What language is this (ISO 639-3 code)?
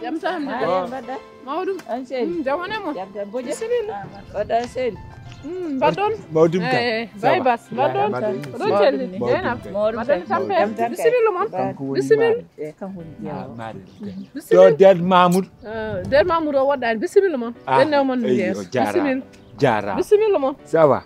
ful